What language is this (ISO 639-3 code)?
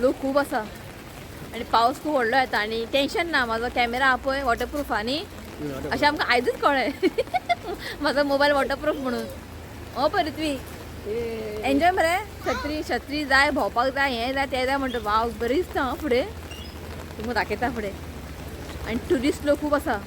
kok